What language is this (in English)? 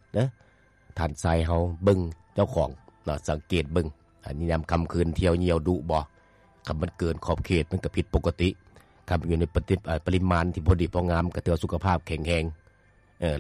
Lao